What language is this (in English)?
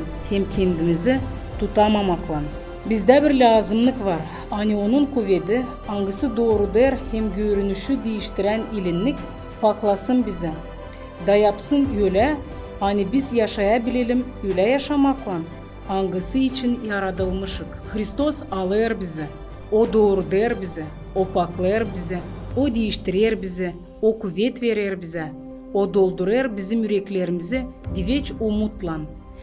Gagauz